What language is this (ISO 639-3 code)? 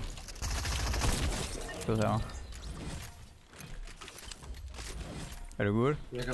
dan